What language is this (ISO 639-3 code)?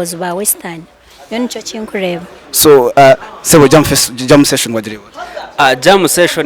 nyn